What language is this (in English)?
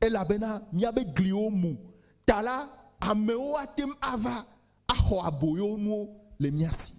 Ewe